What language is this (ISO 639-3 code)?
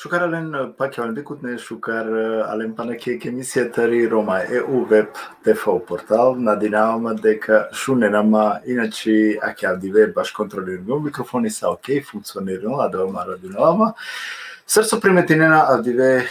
rmn